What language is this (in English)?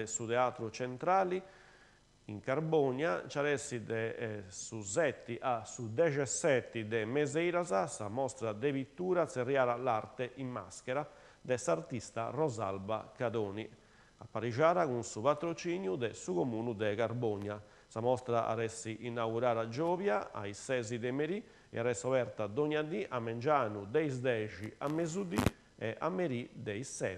Sardinian